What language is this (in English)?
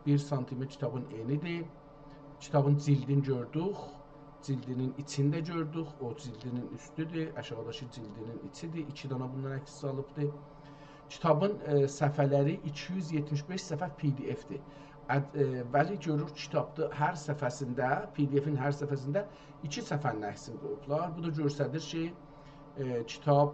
South Azerbaijani